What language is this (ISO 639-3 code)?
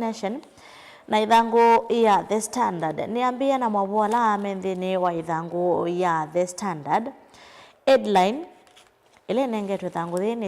kam